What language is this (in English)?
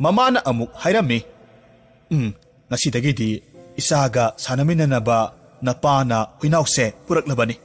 Manipuri